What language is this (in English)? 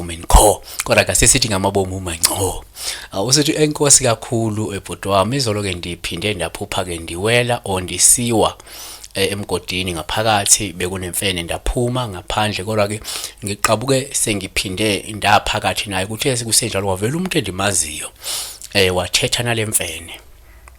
Zulu